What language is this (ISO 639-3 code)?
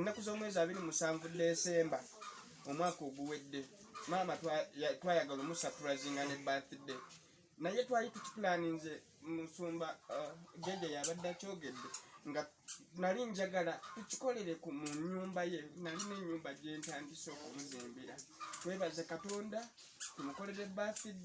lug